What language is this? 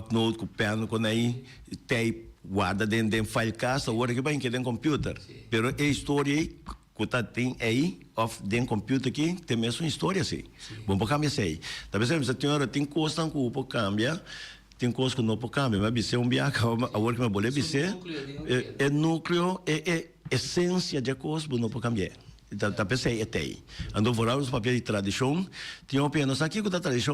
Papiamento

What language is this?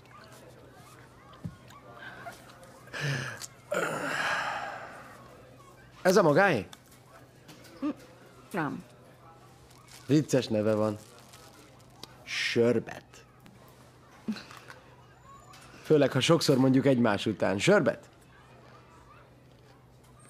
Hungarian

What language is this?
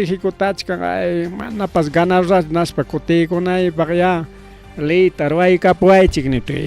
Ayacucho Quechua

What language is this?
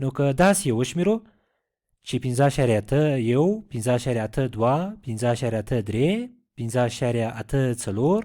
Pashto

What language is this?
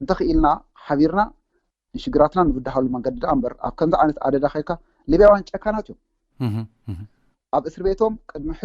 Tigrinya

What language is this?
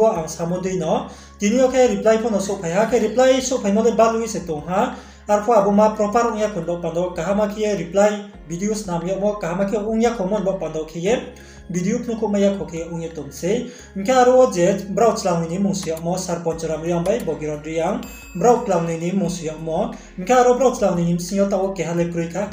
Riang (India)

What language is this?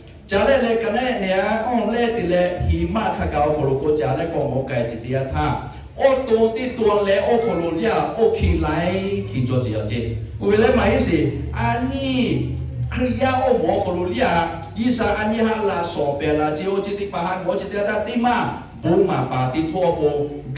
Lahu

